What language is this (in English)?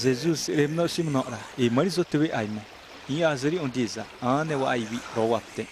Xavánte